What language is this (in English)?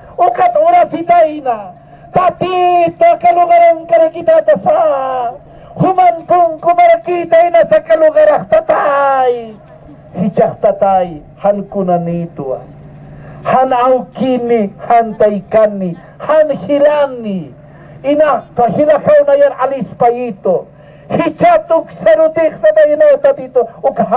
Aymara